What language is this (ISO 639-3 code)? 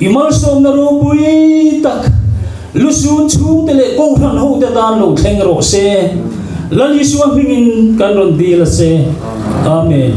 lus